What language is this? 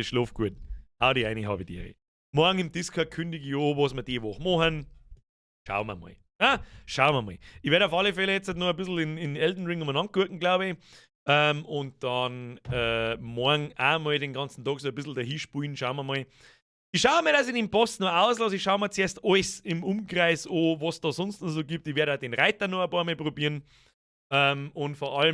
Bavarian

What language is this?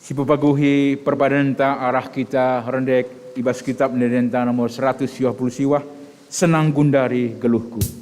Batak Karo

